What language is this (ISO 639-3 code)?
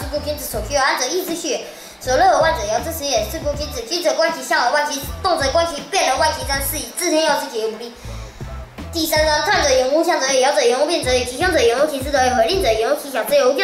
lzh